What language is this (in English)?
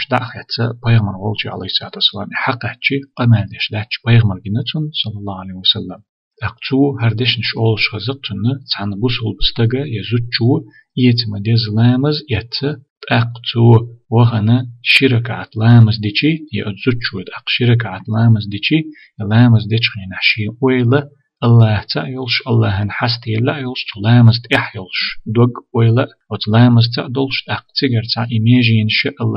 Chechen